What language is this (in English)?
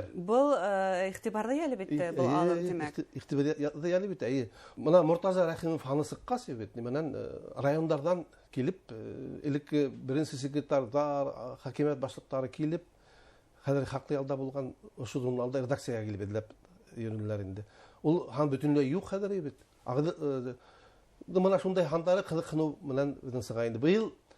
Bashkir